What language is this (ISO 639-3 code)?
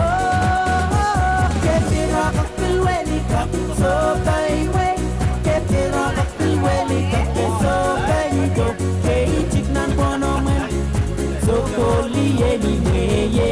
pon